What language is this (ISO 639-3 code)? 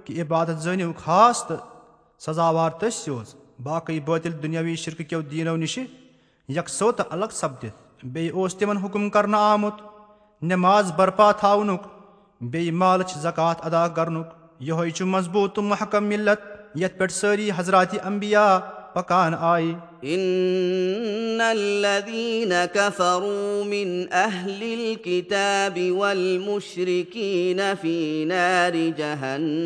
kas